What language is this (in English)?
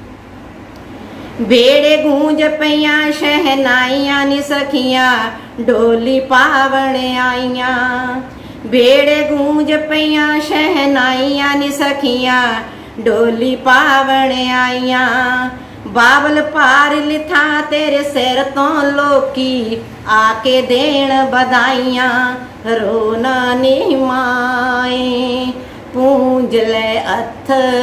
Punjabi